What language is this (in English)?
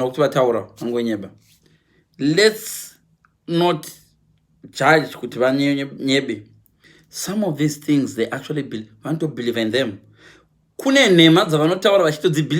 Shona